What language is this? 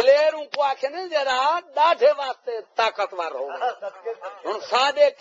Saraiki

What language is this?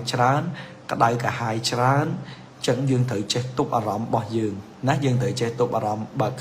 Khmer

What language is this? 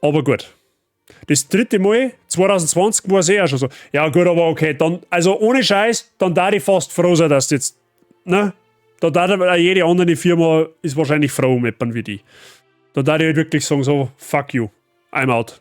Bavarian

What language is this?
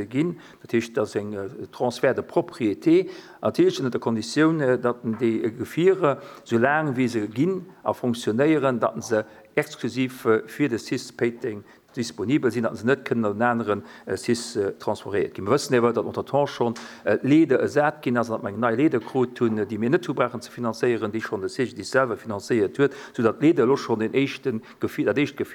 Luxembourgish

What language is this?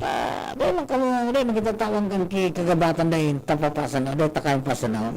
Bikol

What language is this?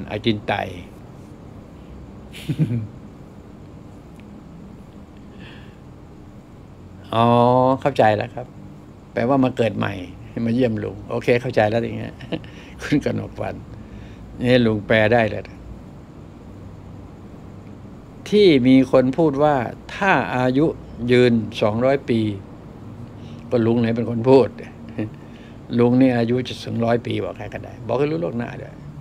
Thai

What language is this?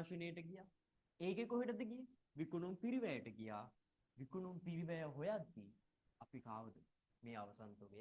Sinhala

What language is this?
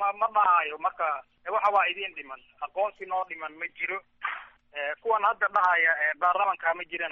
Somali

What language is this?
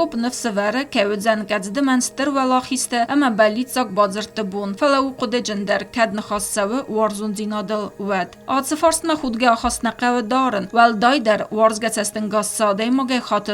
Ossetic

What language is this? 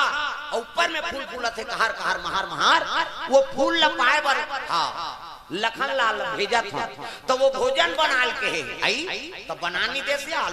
Chhattisgarhi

